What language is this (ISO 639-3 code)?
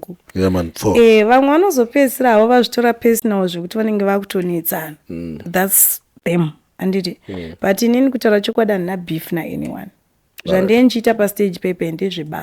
sna